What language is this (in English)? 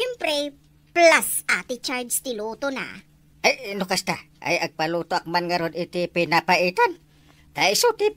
Iloko